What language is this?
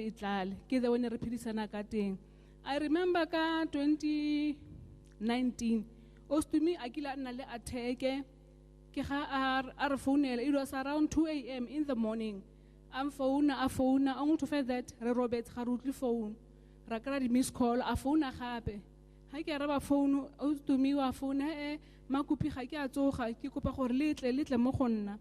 Tswana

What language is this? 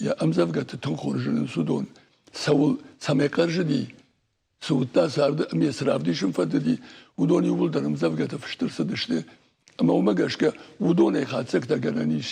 Ossetic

